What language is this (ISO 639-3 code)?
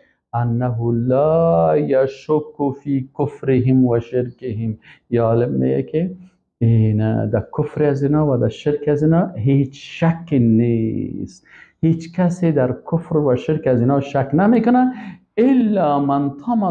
fas